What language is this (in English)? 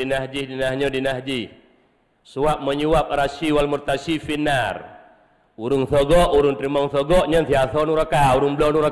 Achinese